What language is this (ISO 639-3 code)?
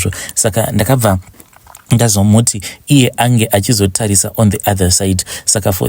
sna